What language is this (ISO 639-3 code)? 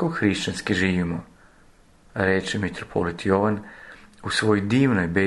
srp